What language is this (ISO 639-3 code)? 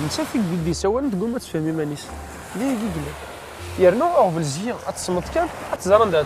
kab